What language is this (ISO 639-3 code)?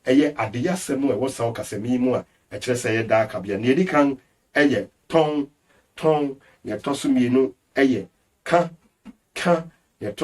aka